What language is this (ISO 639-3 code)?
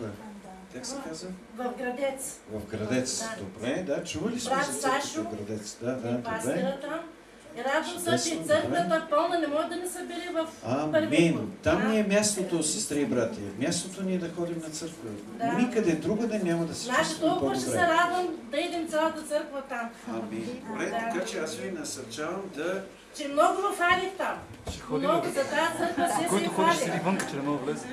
bul